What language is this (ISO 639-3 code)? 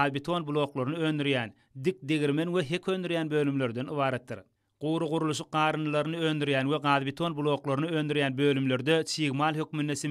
tuk